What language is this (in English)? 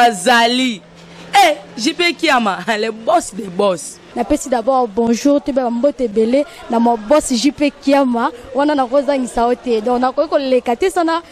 Lingala